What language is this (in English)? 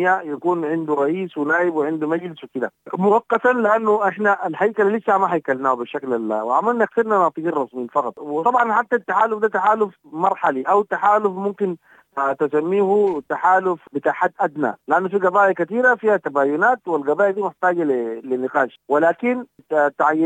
Sudanese Arabic